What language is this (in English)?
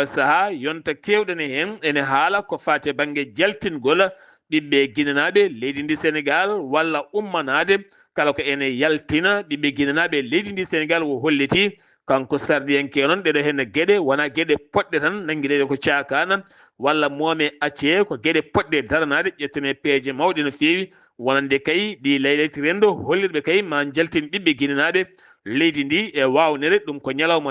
Fula